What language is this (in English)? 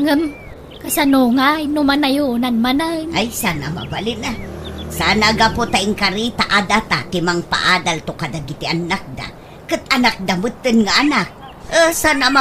Iloko